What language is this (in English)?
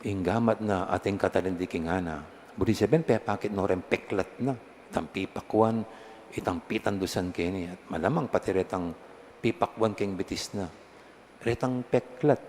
Pampanga